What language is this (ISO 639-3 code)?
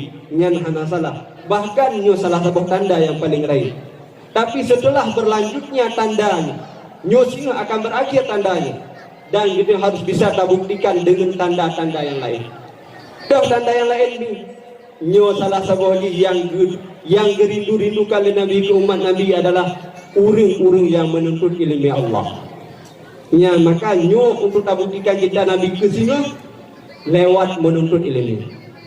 ace